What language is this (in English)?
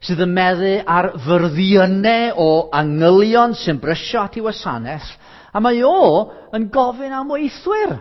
Welsh